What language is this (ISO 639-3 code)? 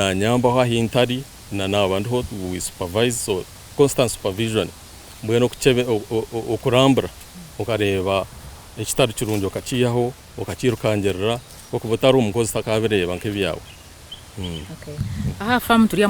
nyn